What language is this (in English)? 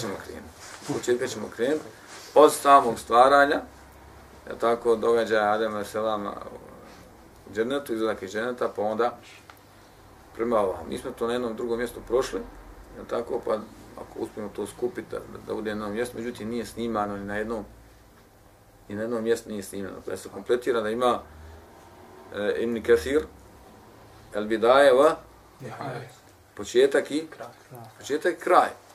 Bosnian